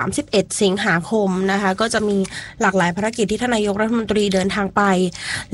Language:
Thai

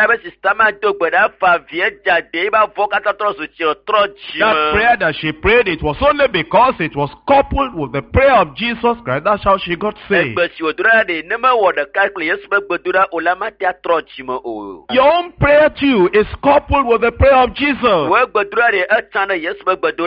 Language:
Ewe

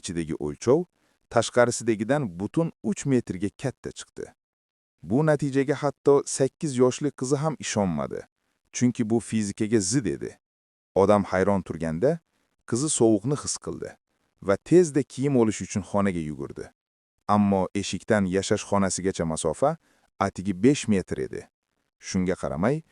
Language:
Uzbek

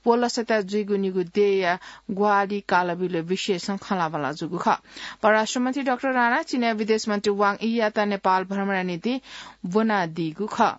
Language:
Newari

